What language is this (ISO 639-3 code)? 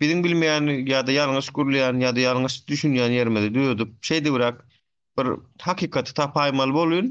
tuk